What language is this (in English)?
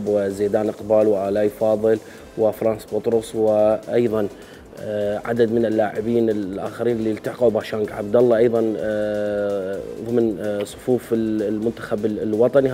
Mesopotamian Arabic